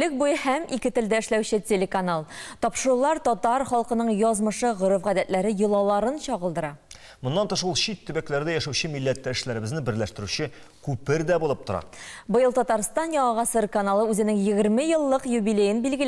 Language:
Tatar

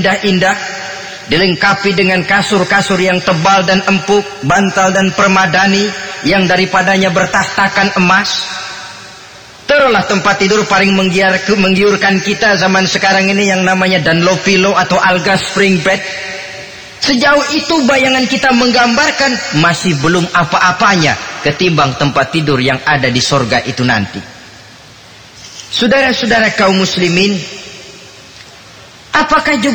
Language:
Indonesian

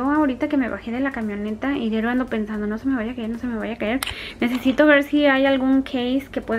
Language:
Spanish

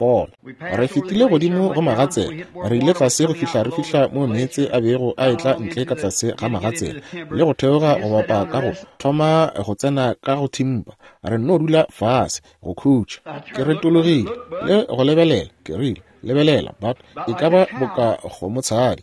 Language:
Northern Sotho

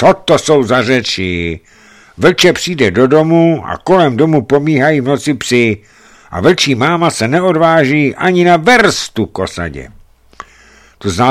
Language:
Czech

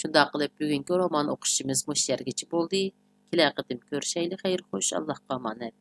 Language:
Uyghur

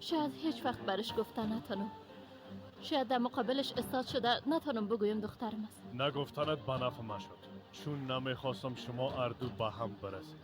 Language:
Persian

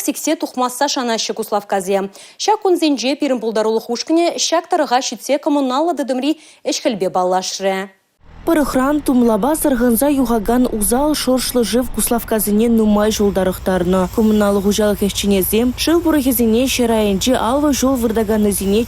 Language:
Chuvash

